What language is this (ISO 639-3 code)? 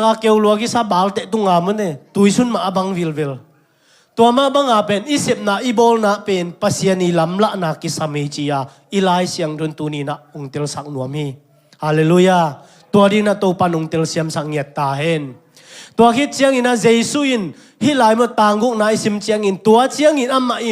ctd